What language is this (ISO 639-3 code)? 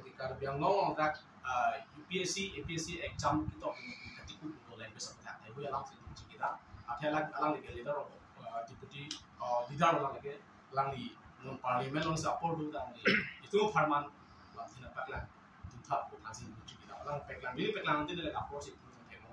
mjw